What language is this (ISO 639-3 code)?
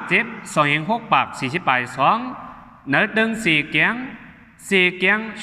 shn